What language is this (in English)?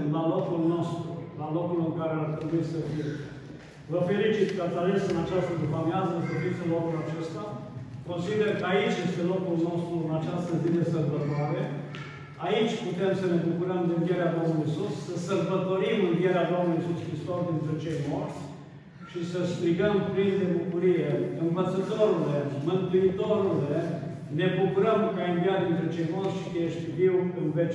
Romanian